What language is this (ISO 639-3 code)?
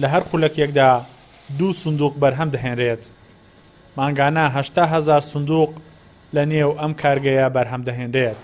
ckb